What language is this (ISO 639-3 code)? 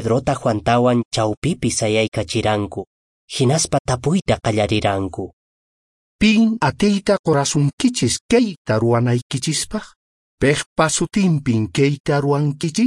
que